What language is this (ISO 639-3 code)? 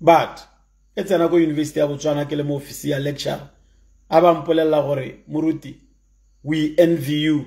tsn